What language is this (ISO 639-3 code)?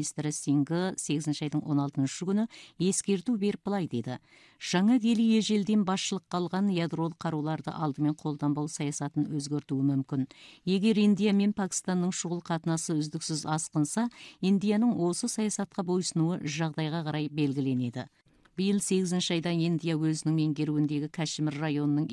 kaz